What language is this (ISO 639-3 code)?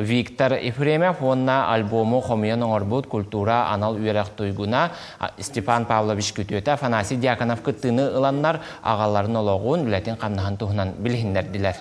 sah